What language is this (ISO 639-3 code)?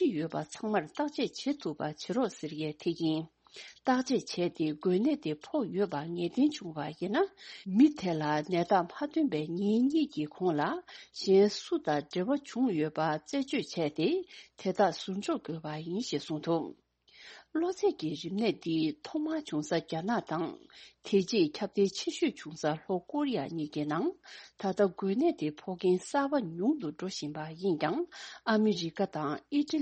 bod